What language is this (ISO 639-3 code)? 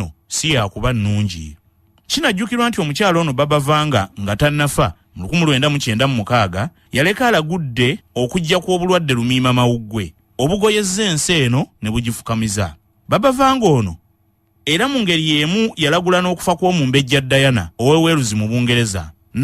lug